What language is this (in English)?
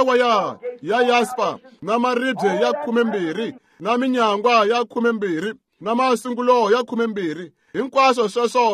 Tsonga